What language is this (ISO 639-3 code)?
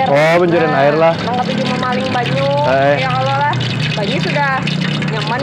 bjn